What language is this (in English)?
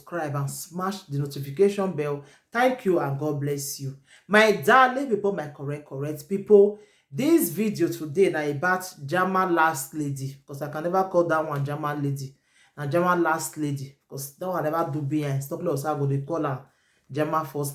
Nigerian Pidgin